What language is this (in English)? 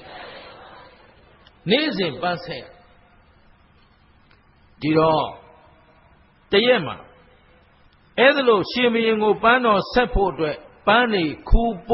Burmese